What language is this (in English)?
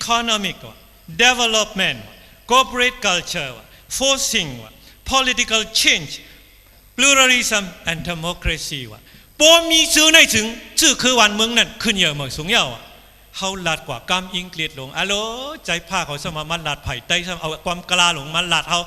Shan